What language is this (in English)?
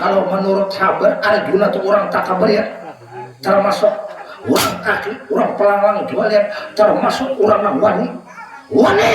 Banjar